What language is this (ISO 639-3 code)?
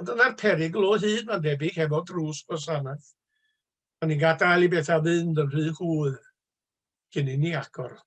cym